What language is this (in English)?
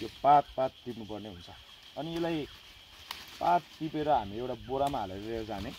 Nepali